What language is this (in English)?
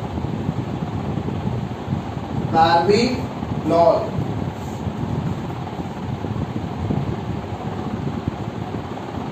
Hindi